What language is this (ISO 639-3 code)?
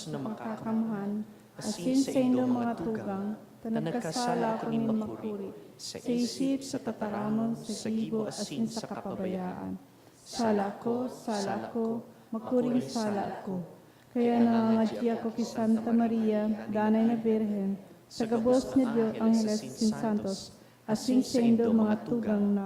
bik